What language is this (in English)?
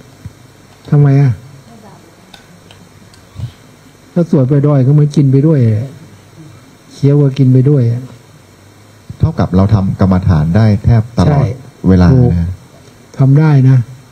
Thai